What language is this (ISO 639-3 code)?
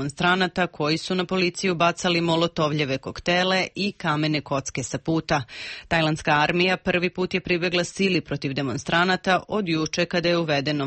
srp